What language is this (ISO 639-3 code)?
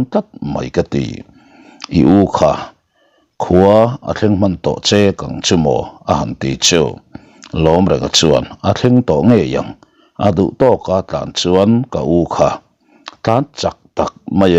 lus